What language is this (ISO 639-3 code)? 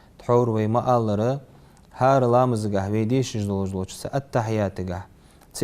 inh